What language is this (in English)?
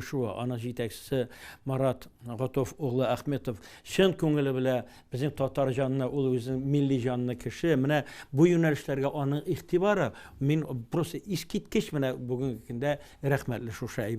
Tatar